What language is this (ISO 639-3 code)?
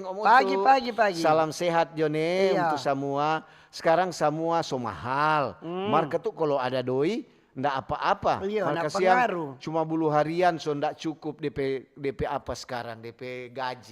xmm